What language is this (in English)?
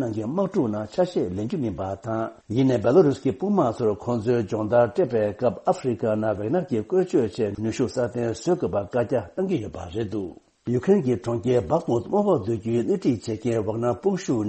Tibetan